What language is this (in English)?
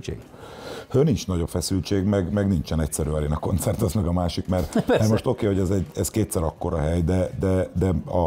Hungarian